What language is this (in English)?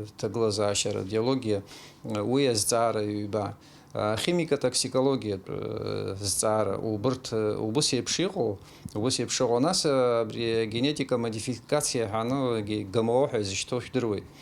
Abkhazian